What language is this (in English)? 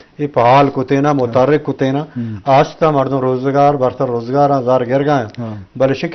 Eastern Balochi